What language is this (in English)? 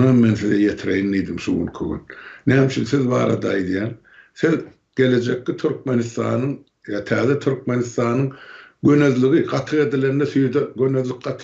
Turkmen